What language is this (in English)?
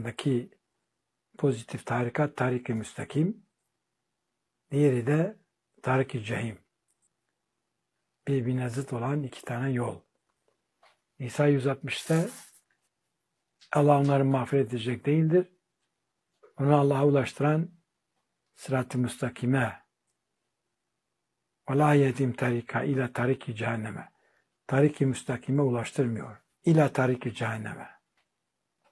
Turkish